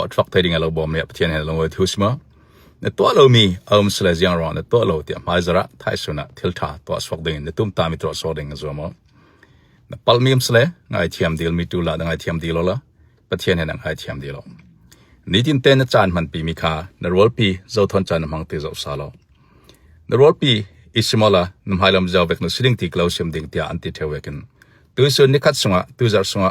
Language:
Falam Chin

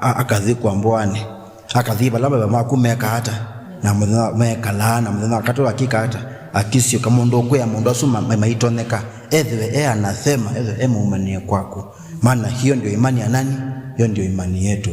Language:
Kamba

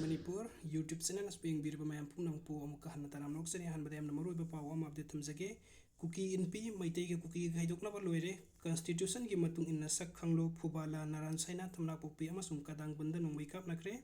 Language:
Manipuri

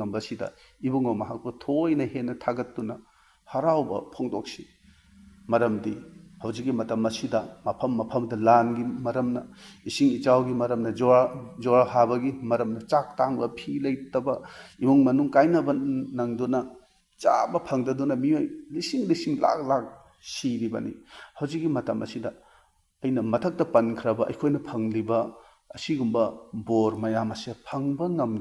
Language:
Manipuri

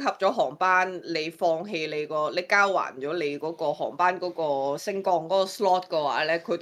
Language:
Cantonese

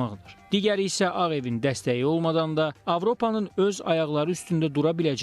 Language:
Azerbaijani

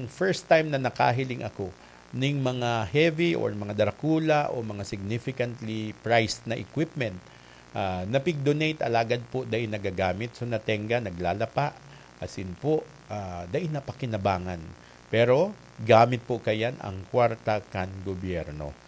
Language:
Bikol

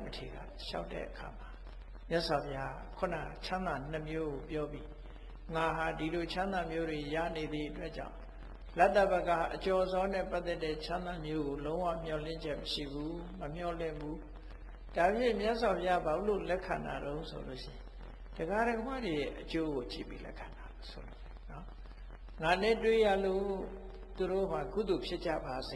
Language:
Burmese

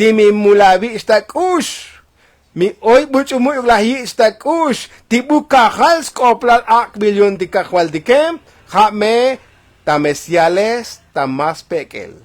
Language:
Tzotzil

